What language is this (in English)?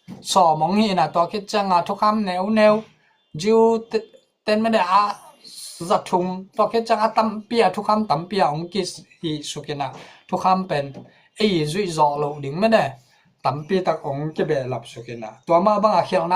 Tedim Chin